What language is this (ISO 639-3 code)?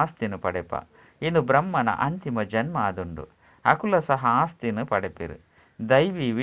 tcy